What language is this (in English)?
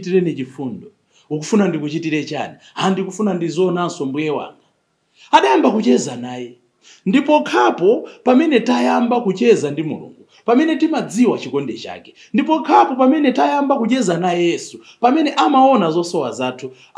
Nyanja